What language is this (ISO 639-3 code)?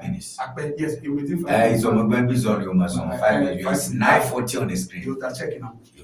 ewe